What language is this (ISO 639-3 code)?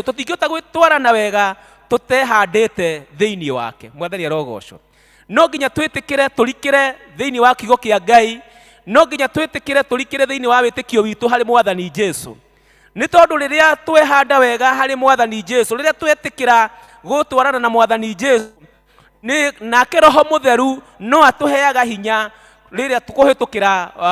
kik